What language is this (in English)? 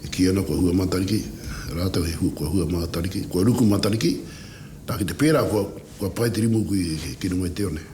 Māori